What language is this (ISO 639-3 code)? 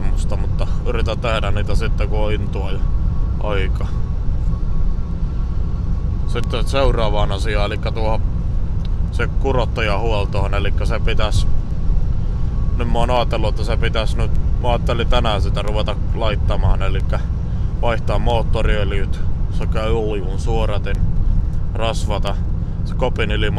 fin